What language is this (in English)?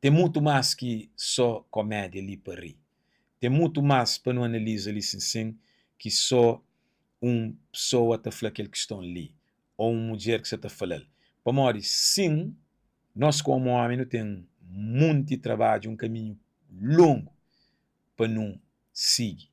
Kabuverdianu